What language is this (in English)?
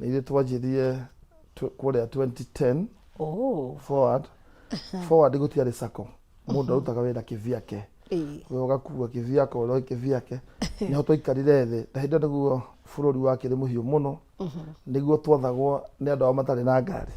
Kikuyu